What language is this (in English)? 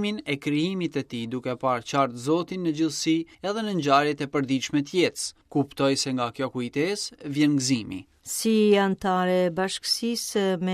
Albanian